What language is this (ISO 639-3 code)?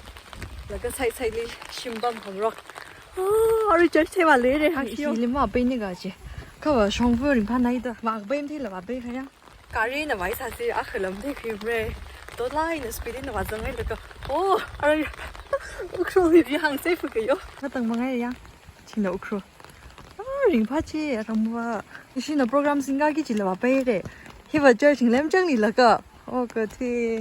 nmf